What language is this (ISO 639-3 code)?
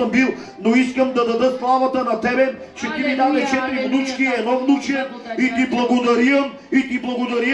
bul